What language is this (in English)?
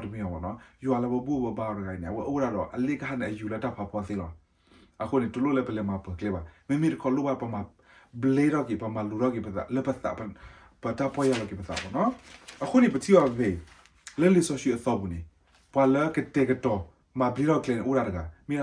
S'gaw Karen